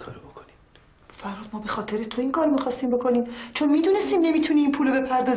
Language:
Persian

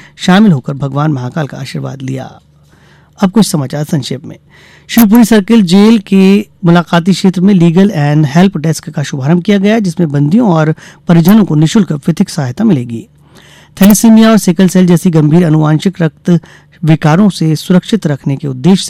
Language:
Hindi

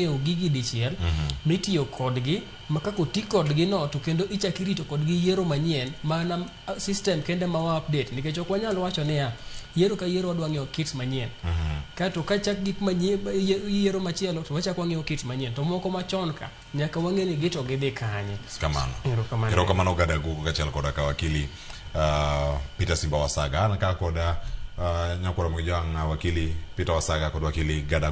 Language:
Luo (Kenya and Tanzania)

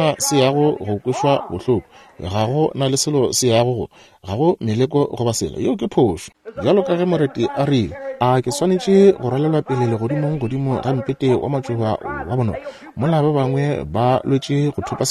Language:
Northern Sotho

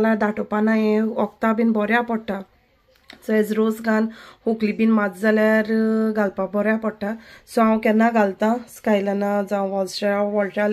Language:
Konkani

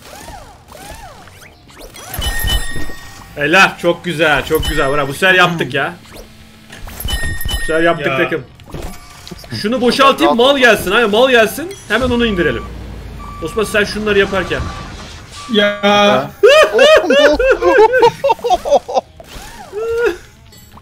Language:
Turkish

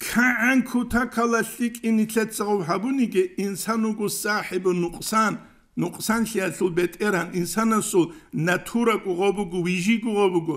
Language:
Avaric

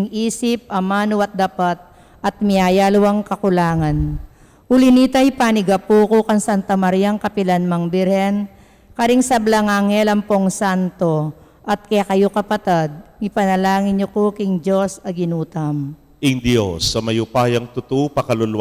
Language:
Pampanga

